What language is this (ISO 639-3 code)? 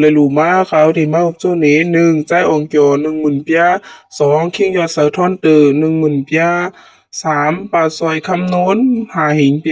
shn